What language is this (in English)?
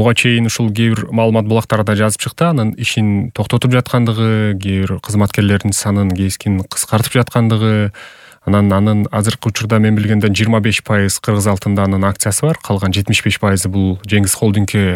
Kyrgyz